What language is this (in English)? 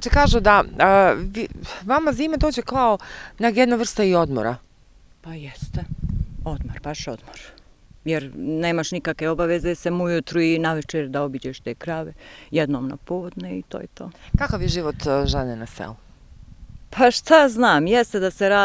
Bosnian